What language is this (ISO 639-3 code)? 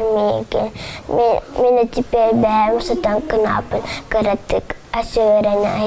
sah